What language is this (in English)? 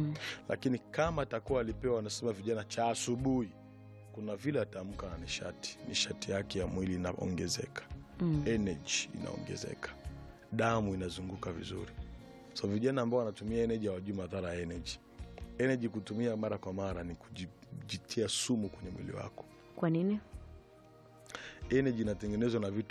Swahili